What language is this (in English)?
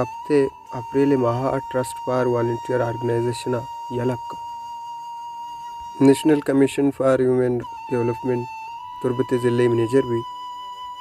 Baluchi